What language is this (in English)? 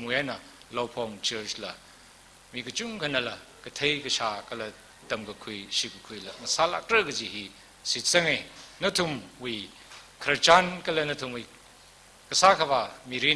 Tangkhul Naga (India)